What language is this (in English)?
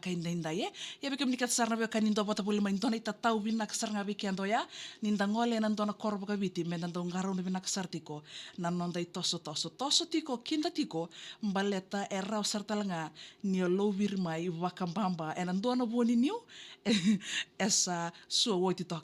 Fijian